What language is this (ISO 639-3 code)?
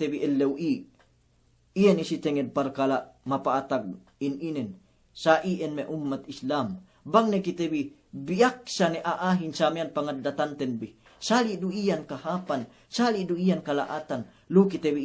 yka